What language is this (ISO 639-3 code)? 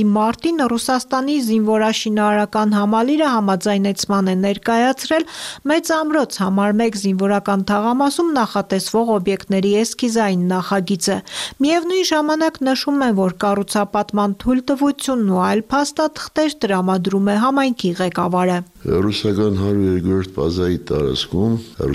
hye